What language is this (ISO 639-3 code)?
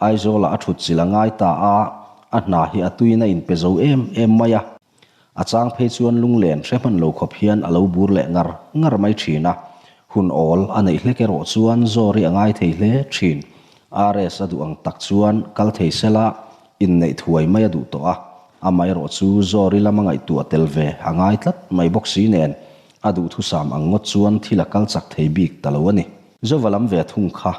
lus